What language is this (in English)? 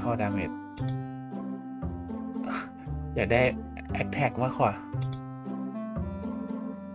Thai